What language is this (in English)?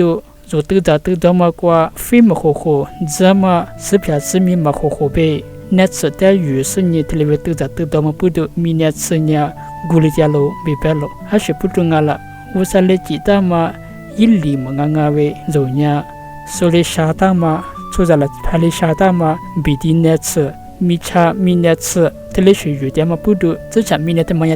Lisu